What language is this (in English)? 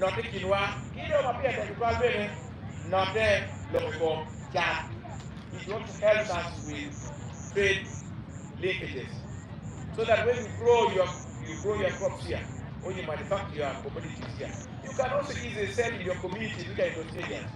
Acoli